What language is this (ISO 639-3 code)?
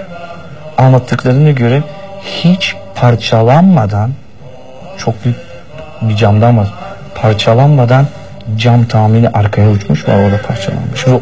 tur